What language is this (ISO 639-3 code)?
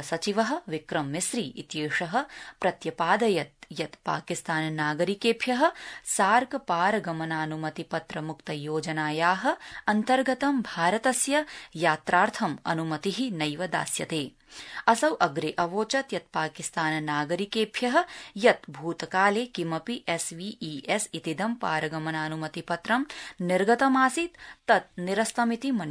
san